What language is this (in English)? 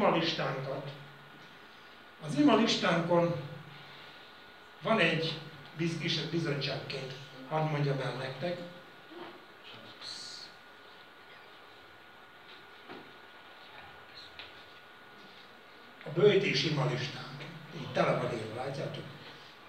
Hungarian